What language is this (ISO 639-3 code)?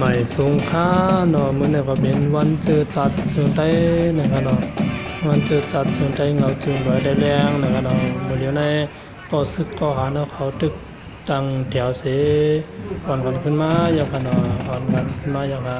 shn